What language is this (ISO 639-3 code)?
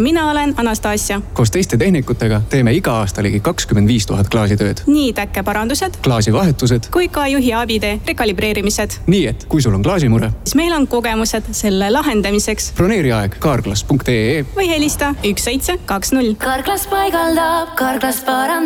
est